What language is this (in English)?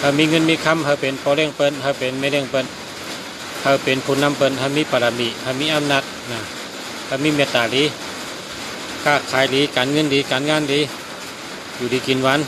Shan